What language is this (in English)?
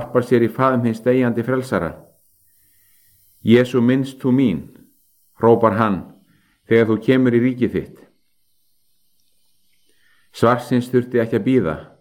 Icelandic